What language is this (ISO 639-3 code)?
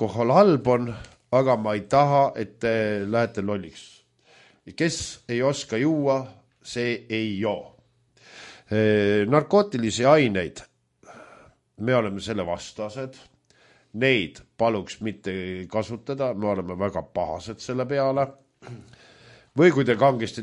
est